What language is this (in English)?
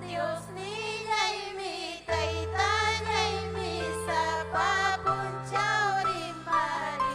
Ayacucho Quechua